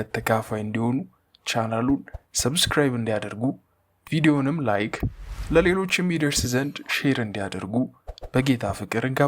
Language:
Amharic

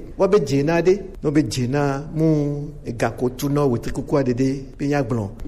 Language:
Gen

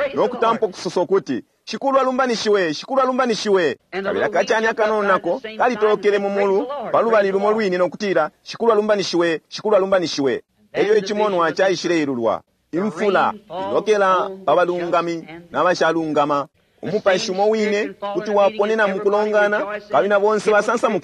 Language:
Bemba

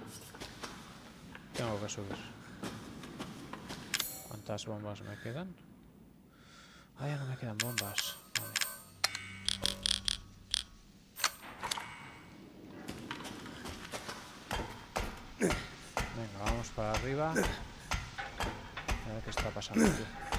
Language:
Spanish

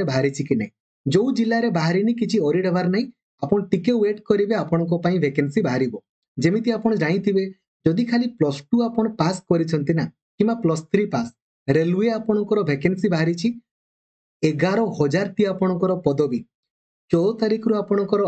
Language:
Odia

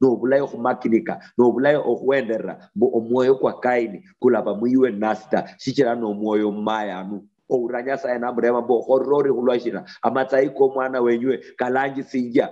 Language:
Luyia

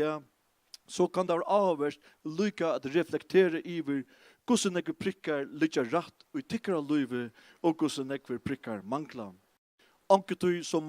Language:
Faroese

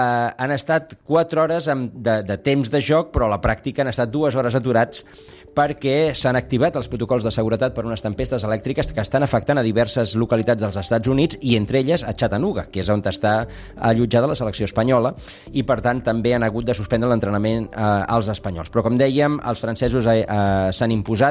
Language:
Catalan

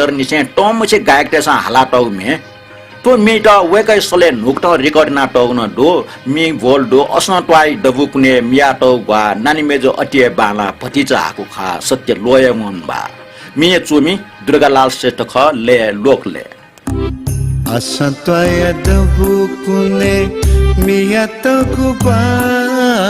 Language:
Newari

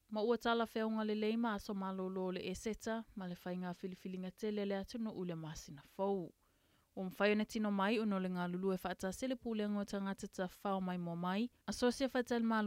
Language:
Samoan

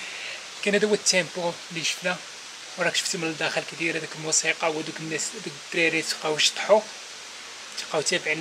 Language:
Moroccan Arabic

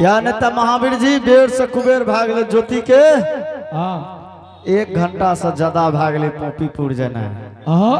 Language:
Angika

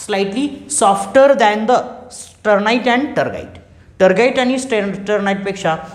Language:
Marathi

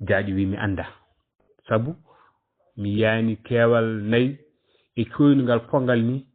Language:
Fula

